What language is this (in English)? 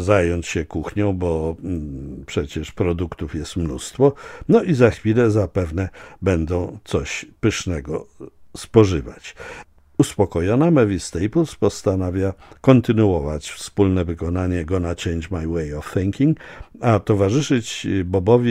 Polish